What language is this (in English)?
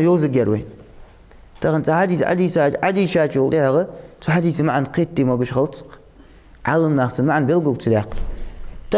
Ingush